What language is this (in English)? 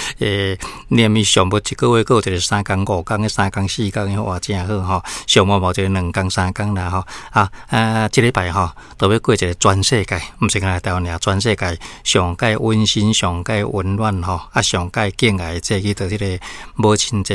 Min Nan Chinese